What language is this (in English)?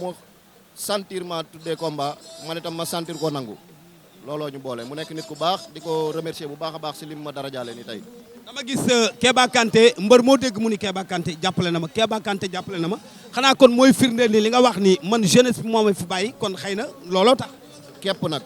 Wolof